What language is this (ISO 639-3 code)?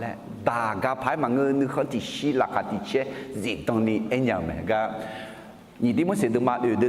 ahk